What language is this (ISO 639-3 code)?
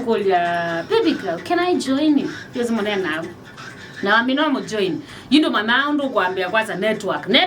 kam